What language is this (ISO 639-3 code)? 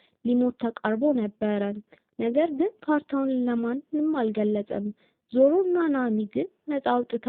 amh